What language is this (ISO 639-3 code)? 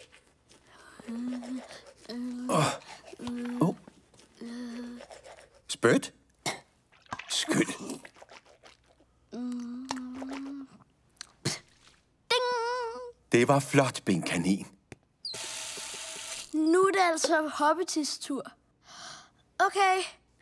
dan